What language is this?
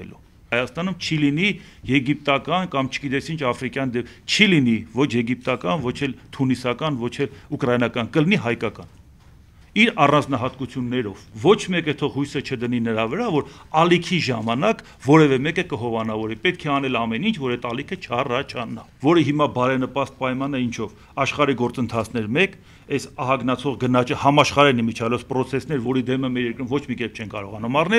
Armenian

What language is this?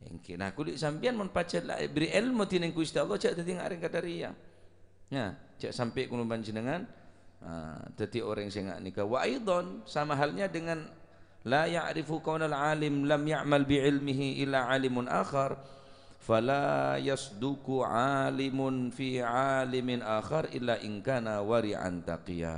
Madurese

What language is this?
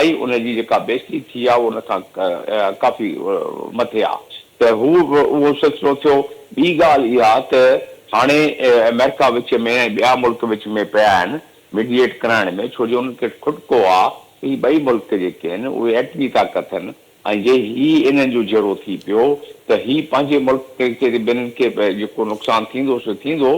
Sindhi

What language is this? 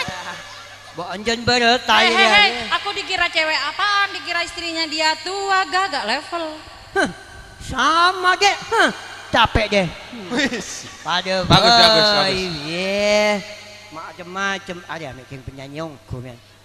Madurese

